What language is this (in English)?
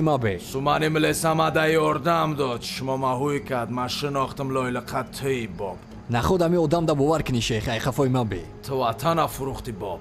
Tajik